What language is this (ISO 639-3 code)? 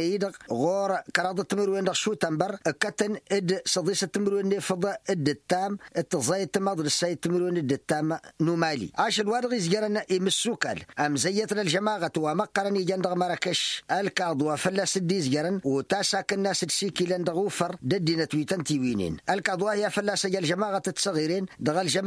taq